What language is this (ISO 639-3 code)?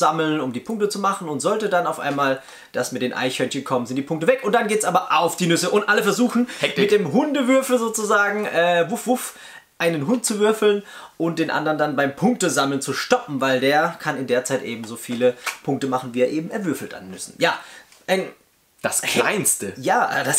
deu